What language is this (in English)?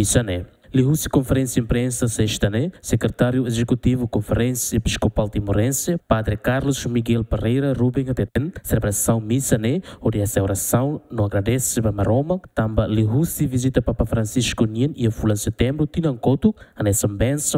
Tetum